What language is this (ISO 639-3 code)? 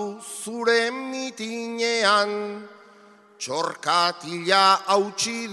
eus